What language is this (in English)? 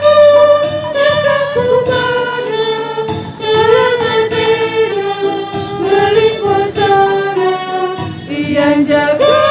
Batak Karo